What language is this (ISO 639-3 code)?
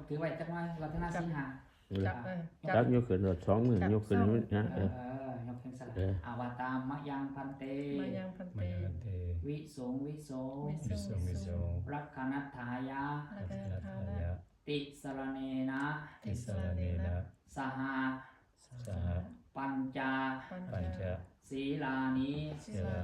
pli